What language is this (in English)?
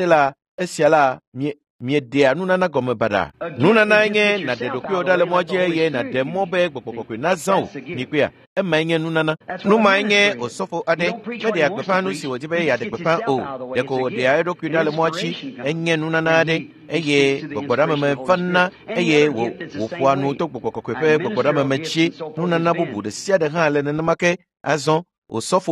Ewe